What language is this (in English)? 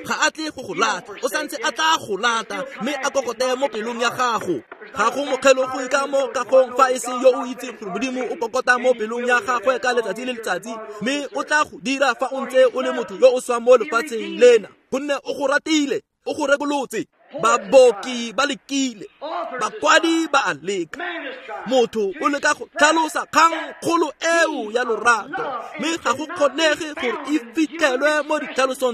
Tswana